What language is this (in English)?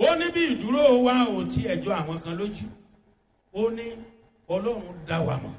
Yoruba